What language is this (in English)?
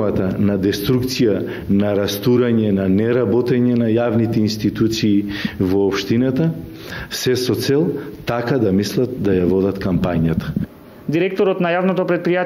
Macedonian